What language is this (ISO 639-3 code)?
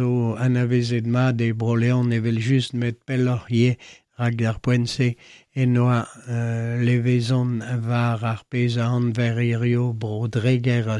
bre